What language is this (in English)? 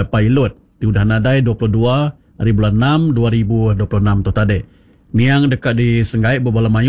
Iban